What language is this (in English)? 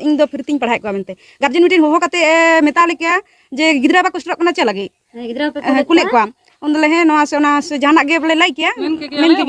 Santali